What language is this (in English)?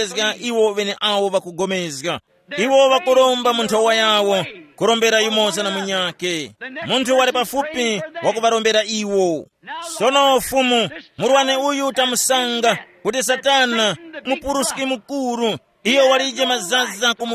Tumbuka